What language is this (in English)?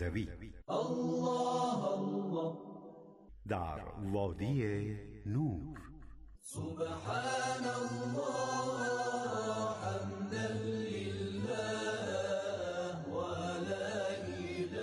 Persian